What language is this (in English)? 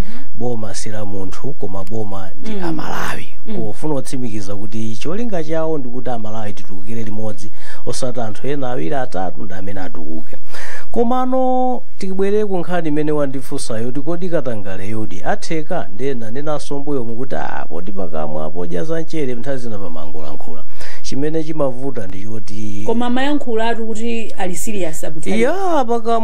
Nyanja